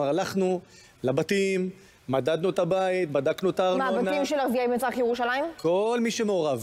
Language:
Hebrew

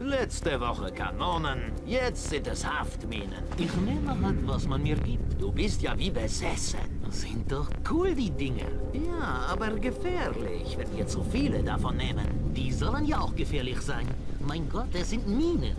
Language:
Bavarian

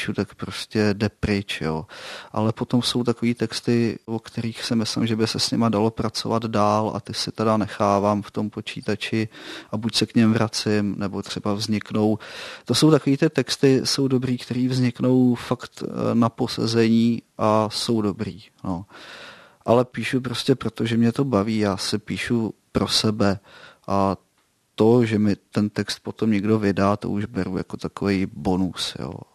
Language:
Czech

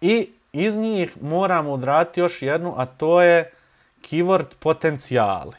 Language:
Bosnian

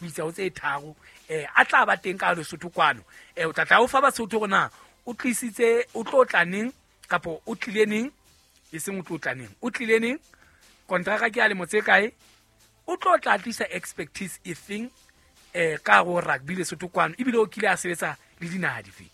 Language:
Southern Sotho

